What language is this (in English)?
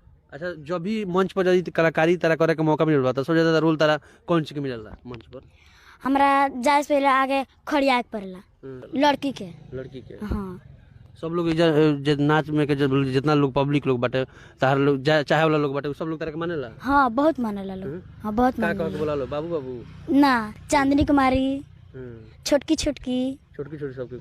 Bhojpuri